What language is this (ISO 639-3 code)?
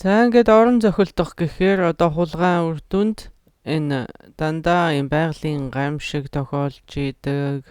mon